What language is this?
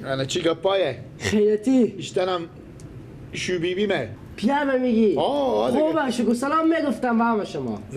Persian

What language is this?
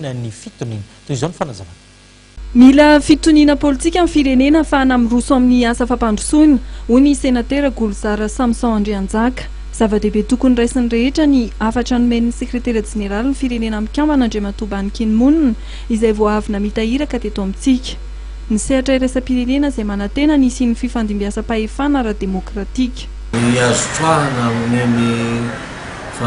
Malagasy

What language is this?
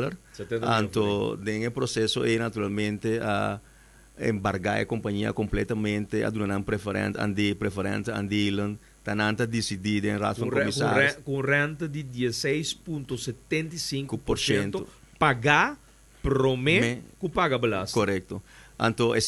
Papiamento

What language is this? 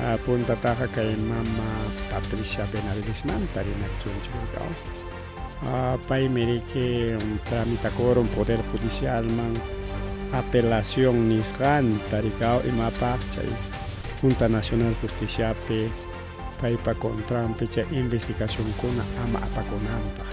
Ayacucho Quechua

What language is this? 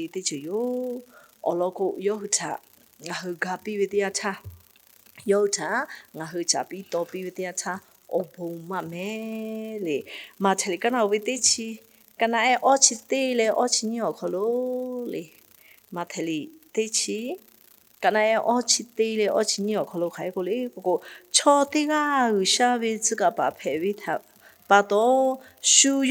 Lahu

